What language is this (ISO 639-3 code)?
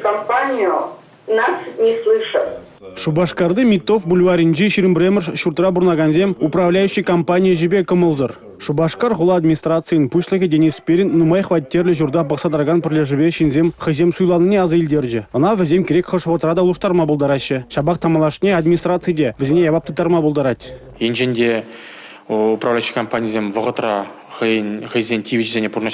chv